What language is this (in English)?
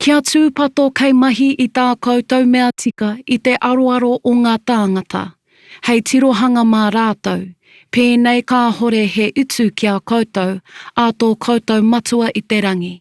Māori